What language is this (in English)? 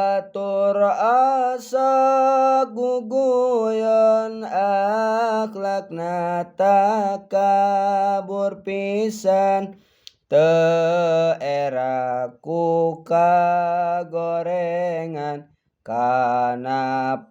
Sundanese